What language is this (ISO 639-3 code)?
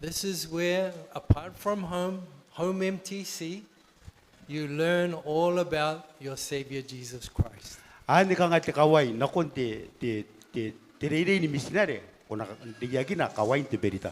gil